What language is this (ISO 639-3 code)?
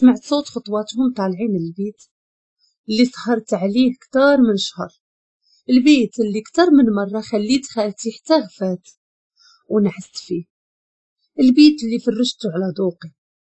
ary